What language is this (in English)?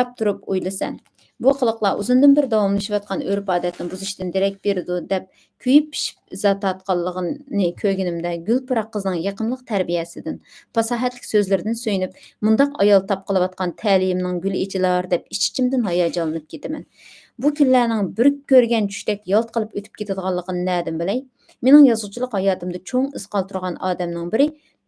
Uyghur